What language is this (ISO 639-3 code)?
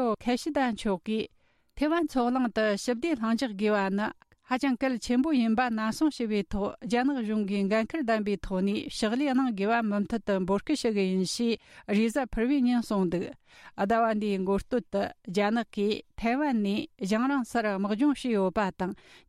bod